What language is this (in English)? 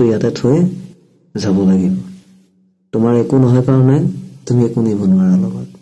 Assamese